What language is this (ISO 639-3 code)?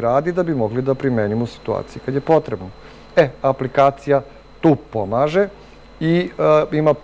srp